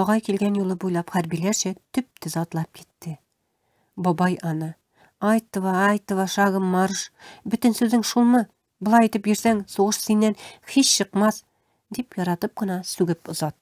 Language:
Tatar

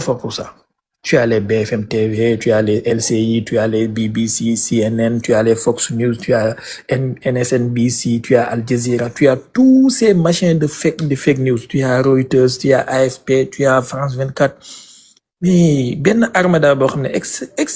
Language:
Wolof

